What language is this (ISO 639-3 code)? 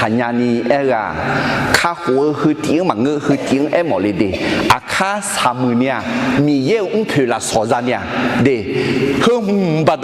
ahk